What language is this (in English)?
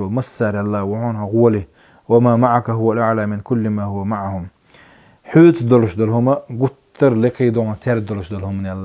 Chechen